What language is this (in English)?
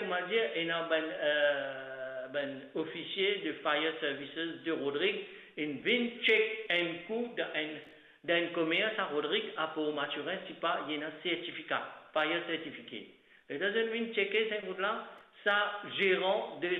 Morisyen